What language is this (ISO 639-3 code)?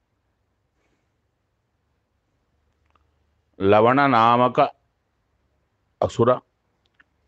kan